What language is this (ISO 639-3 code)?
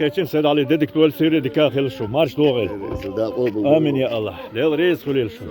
che